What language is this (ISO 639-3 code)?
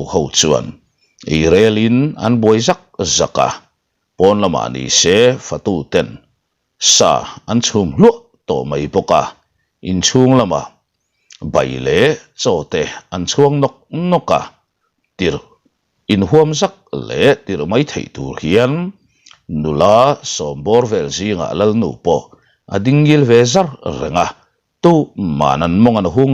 lus